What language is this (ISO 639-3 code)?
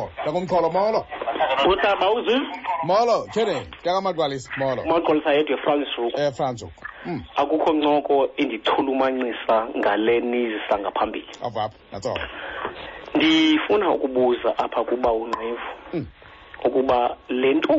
xho